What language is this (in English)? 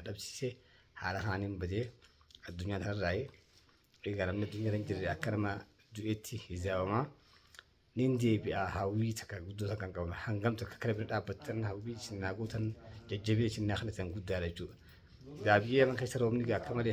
Oromo